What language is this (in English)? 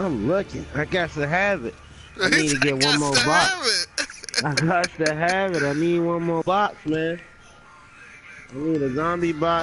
English